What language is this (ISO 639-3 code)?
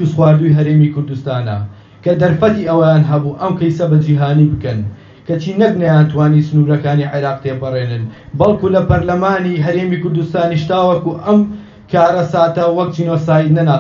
ckb